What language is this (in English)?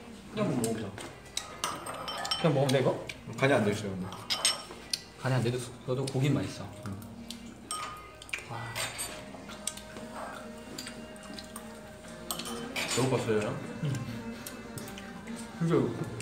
Korean